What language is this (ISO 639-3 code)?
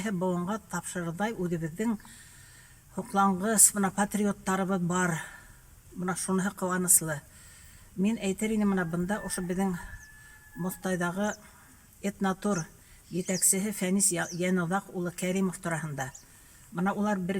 bak